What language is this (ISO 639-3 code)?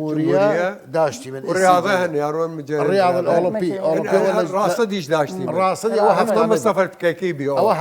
sdh